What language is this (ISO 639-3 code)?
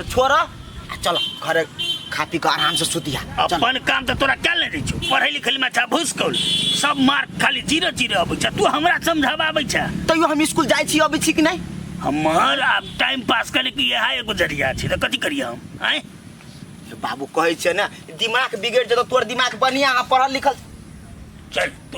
mai